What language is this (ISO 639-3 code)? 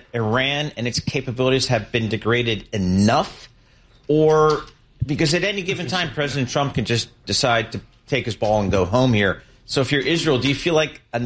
eng